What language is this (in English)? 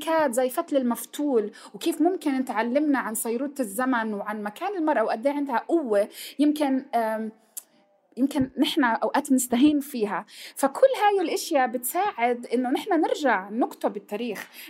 North Levantine Arabic